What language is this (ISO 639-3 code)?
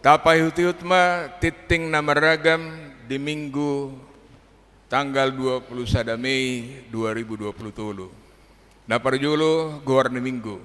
bbc